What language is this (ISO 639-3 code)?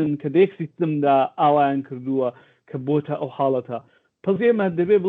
ckb